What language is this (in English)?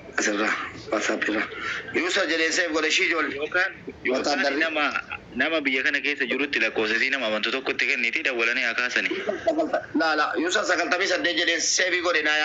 Oromo